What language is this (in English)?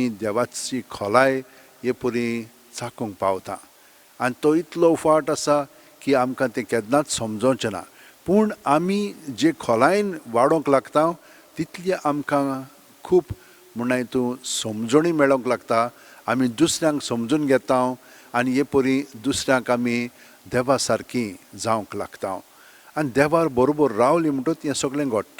Konkani